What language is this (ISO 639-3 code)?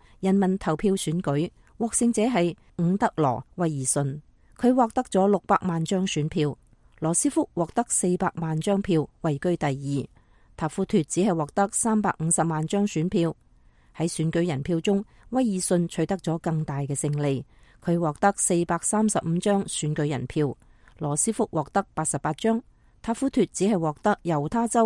yue